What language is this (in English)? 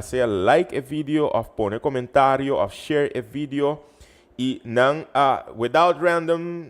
Papiamento